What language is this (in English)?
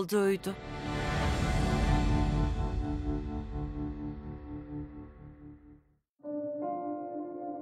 Turkish